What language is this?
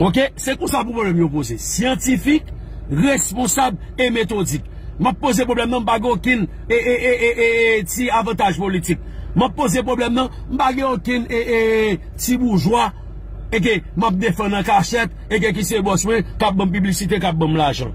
Haitian Creole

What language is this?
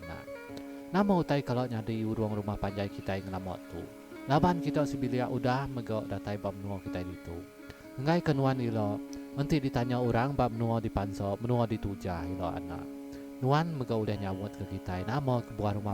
Iban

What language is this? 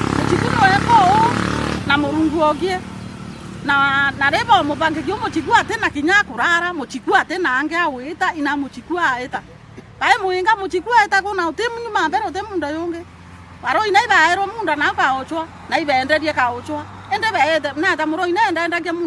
Meru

